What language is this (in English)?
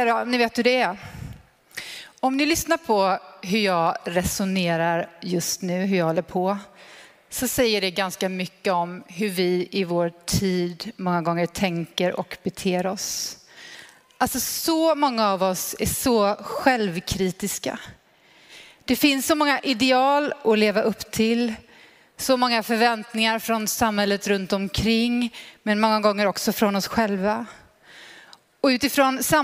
Swedish